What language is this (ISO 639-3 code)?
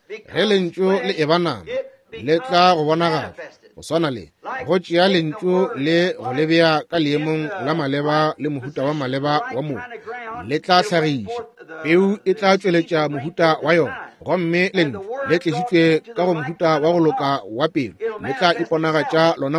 nso